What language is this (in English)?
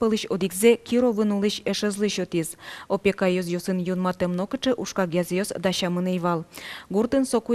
Udmurt